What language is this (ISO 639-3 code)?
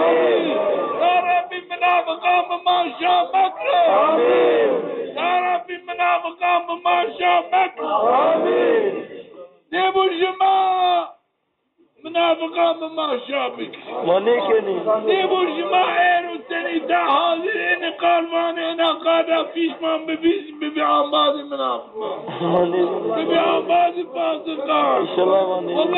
zza